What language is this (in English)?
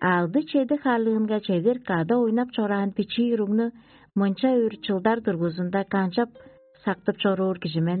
Tuvinian